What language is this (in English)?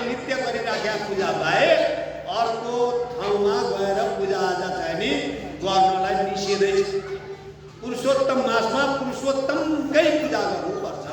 Nepali